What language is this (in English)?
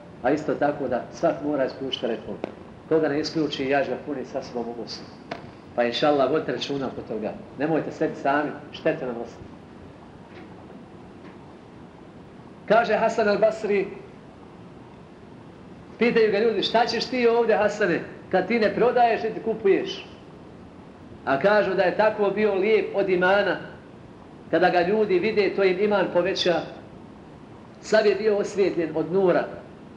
Bosnian